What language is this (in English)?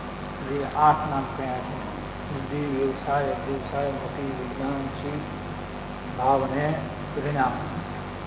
Gujarati